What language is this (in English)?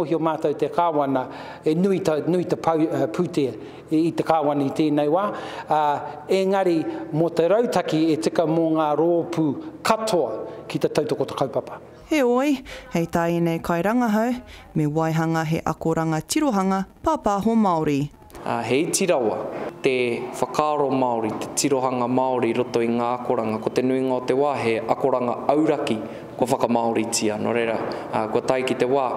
Māori